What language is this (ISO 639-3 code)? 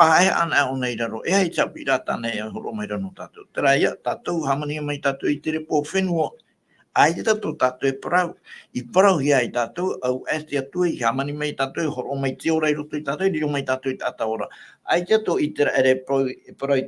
tah